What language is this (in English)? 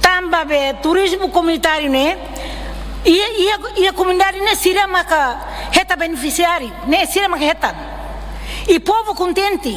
Tetum